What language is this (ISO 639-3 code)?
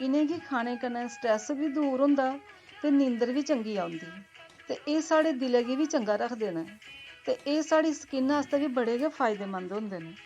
doi